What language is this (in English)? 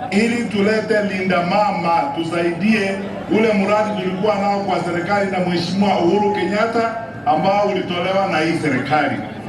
Swahili